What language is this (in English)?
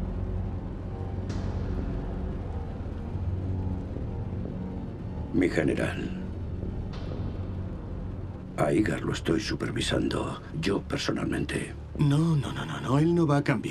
Spanish